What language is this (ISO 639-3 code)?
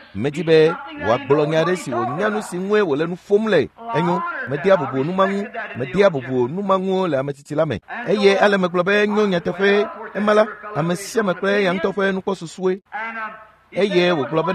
ewe